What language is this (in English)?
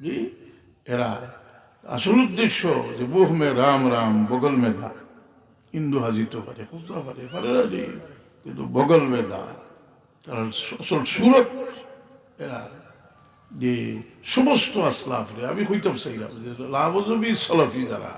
Sylheti